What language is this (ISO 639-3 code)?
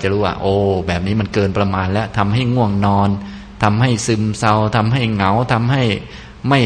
tha